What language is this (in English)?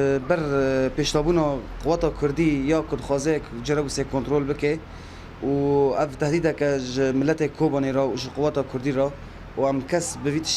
Kurdish